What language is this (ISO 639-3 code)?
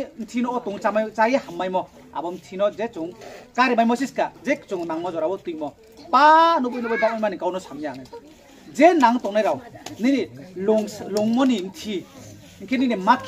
ria